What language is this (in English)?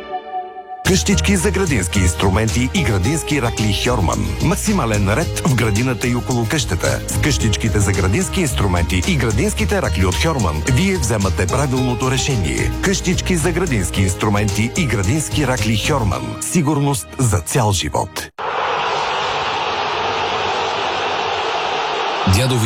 Bulgarian